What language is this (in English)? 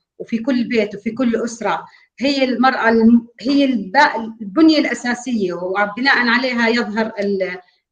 North Levantine Arabic